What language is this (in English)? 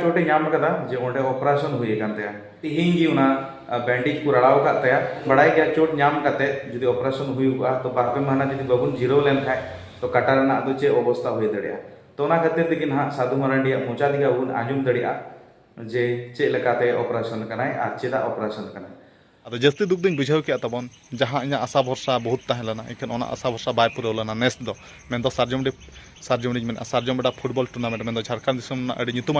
Santali